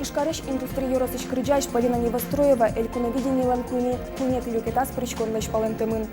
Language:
Udmurt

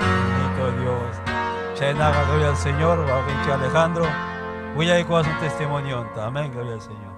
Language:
Ayacucho Quechua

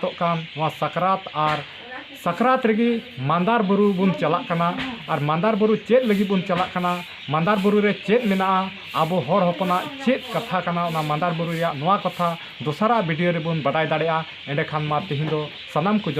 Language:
Santali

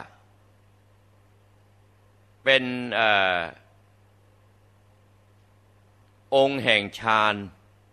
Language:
Thai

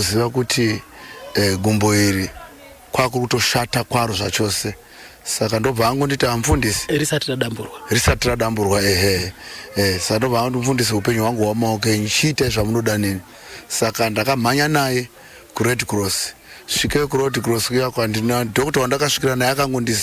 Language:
Shona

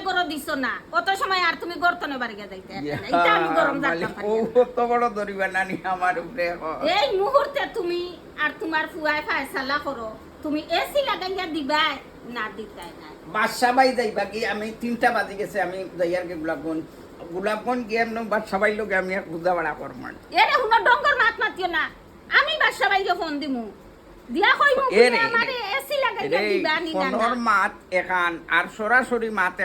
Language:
Sylheti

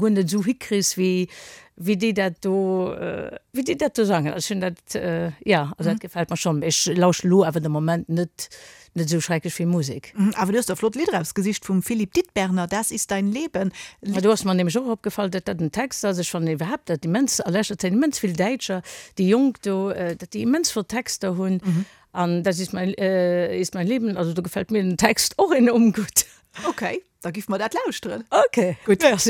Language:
Luxembourgish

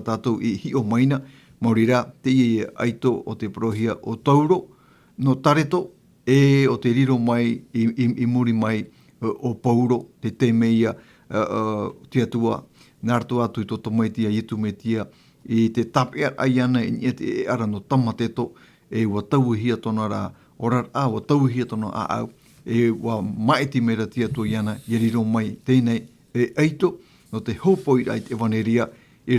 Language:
Tahitian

